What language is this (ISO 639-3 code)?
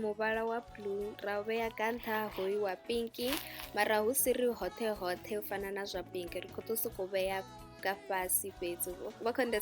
ven